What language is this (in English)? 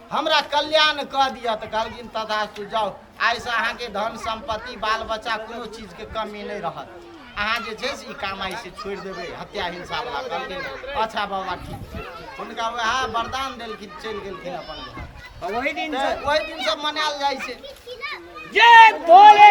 Maithili